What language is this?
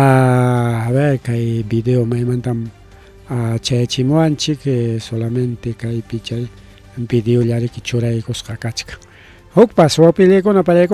Ayacucho Quechua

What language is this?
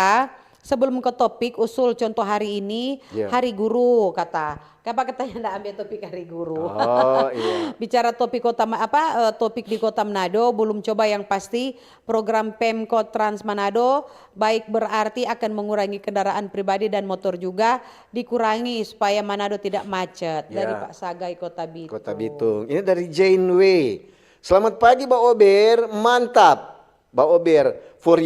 Manado Malay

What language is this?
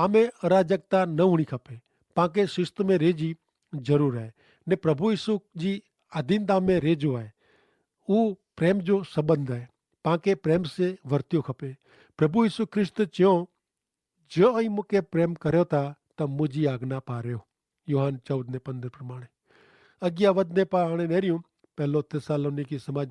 Kachhi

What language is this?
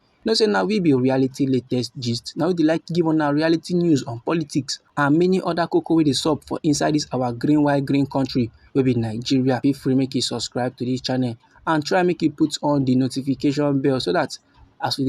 Nigerian Pidgin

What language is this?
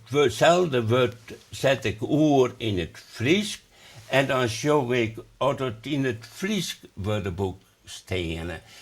Western Frisian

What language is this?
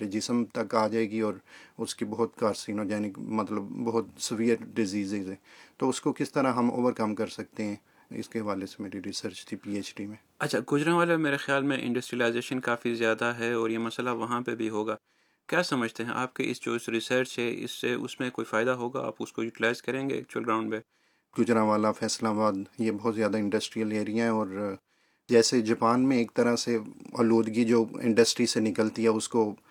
Urdu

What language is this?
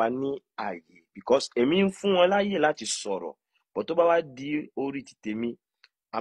Yoruba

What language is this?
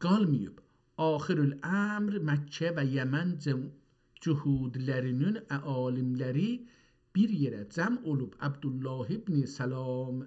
South Azerbaijani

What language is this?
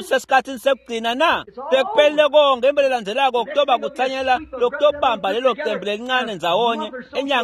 Swati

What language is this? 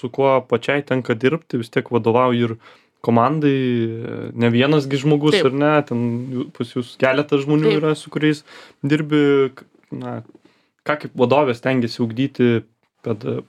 Lithuanian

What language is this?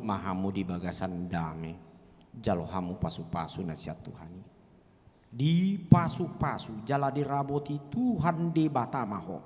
Batak Toba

